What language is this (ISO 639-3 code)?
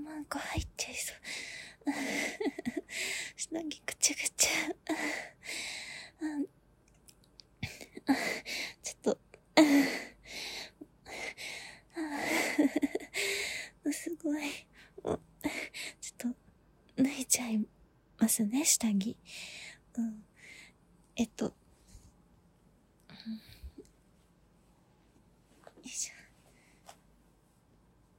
jpn